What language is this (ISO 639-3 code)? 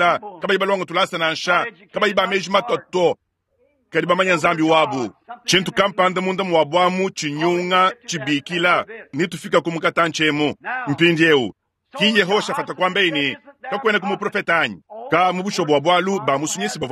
lua